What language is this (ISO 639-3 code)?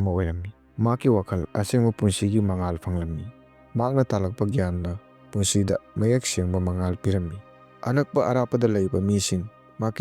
mni